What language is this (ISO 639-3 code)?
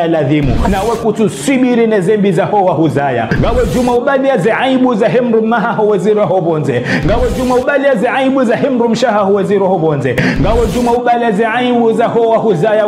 zdj